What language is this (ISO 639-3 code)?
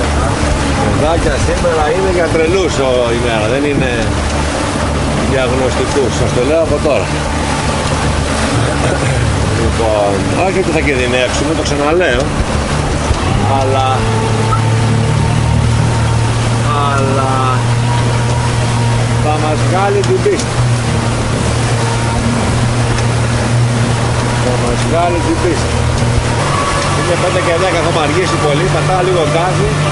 ell